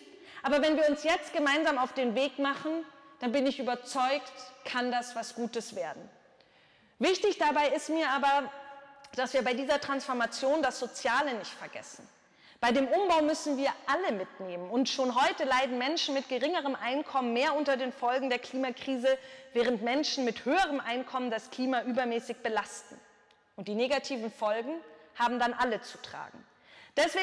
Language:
German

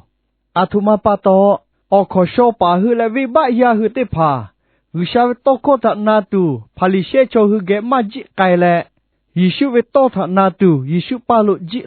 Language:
Lahu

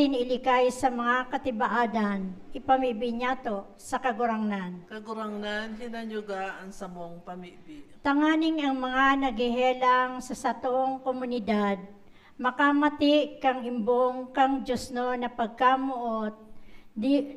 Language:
Bikol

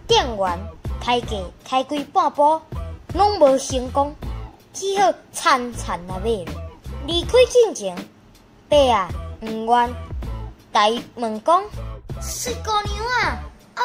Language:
Min Nan Chinese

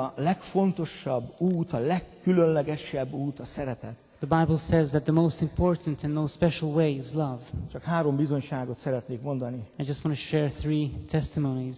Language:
Hungarian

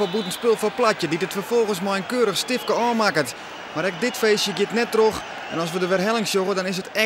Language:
Western Frisian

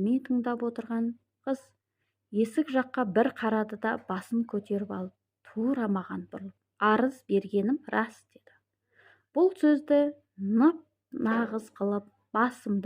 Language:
Kazakh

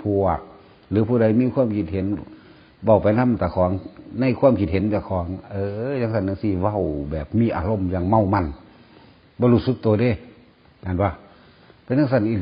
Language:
Northeastern Thai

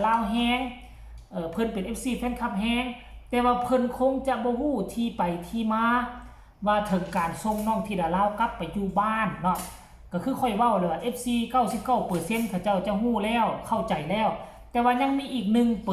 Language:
Northeastern Thai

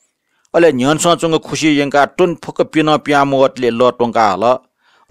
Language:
Newari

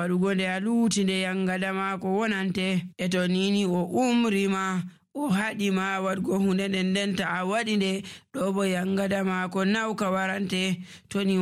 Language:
Nigerian Fulfulde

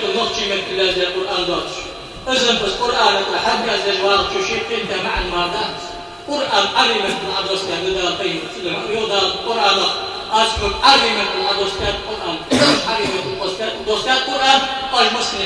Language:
Ingush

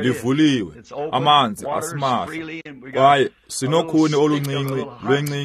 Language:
Xhosa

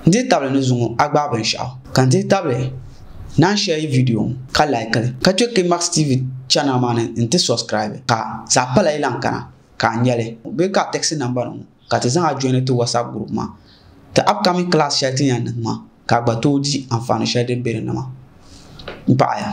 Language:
Dagbani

